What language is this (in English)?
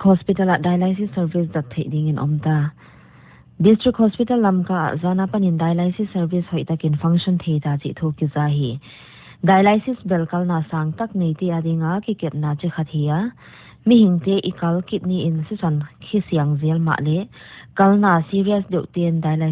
Paite Chin